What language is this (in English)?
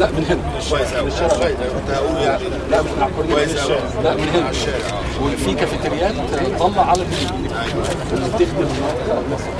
Egyptian Arabic